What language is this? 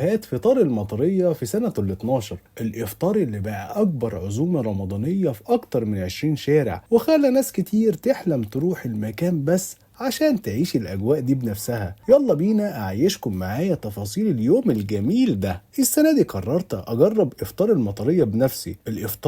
Egyptian Arabic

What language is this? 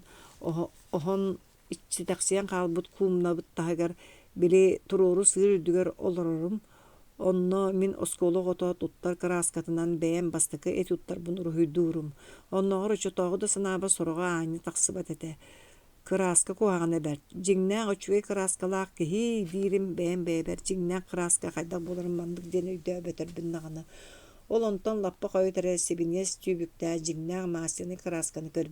Yakut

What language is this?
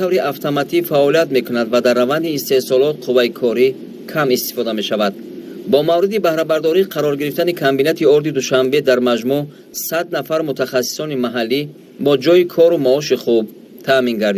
Tajik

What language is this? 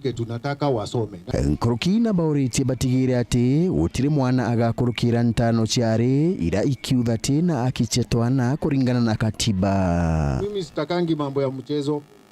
Meru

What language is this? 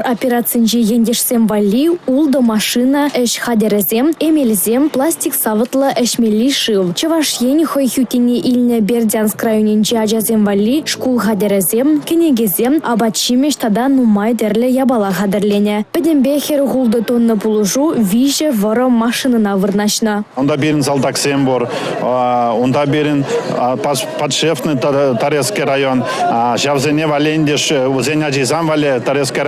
Chuvash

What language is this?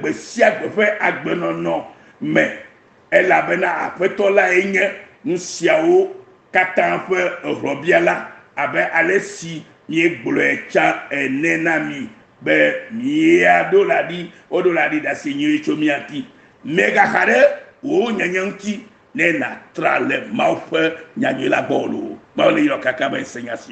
Ewe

